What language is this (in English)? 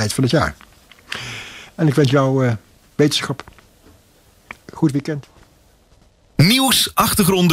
Dutch